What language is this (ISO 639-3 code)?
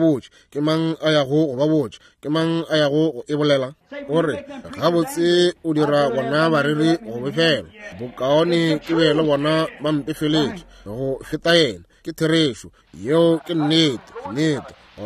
nso